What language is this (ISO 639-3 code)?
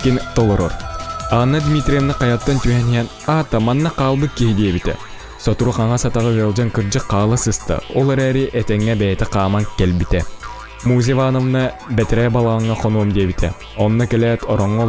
sah